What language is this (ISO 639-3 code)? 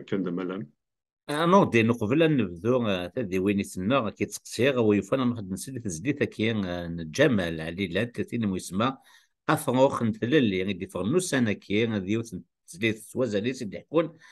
kab